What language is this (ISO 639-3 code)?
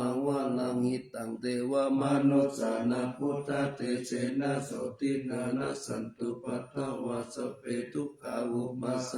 pli